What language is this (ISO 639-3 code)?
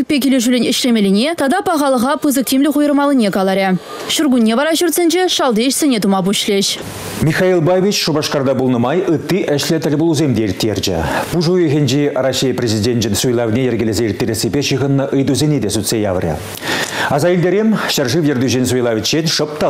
chv